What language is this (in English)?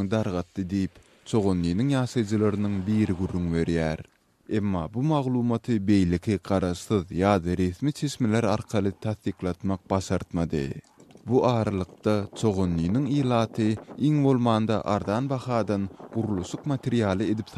Turkmen